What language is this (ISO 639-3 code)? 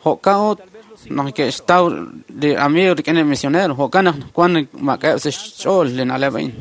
kek